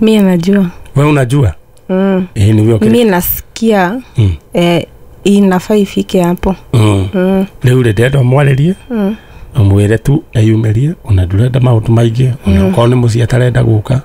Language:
Kikuyu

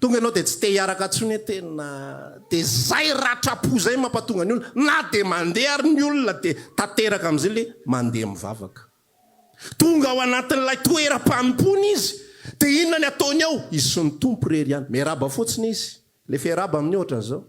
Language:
Malagasy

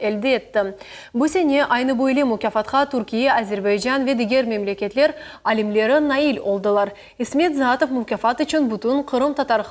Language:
Crimean Tatar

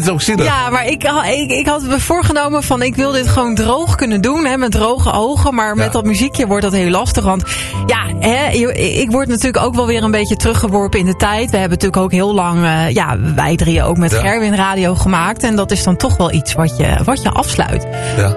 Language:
Dutch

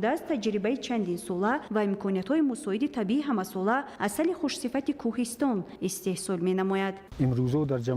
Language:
Tajik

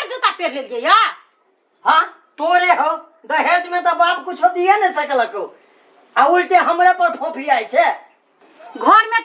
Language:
Maithili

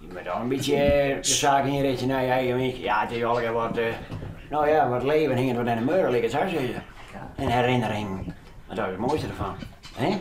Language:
Western Frisian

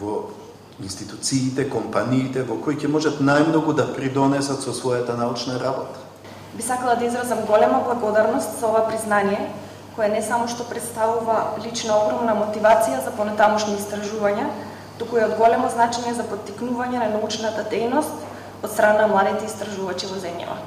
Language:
Macedonian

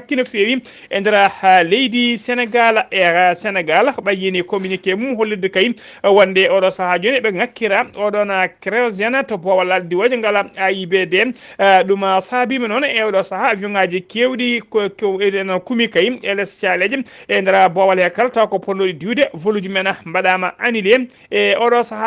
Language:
Fula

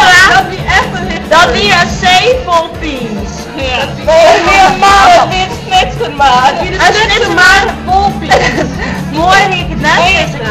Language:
Western Frisian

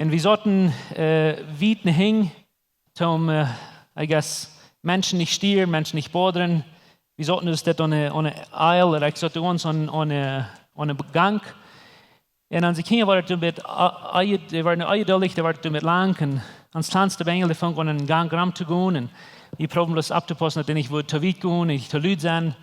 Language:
Plautdietsch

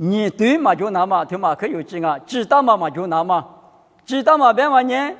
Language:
Lisu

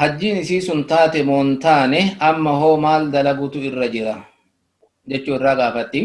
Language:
Oromo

